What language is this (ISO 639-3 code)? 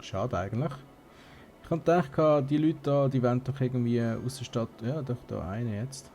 gsw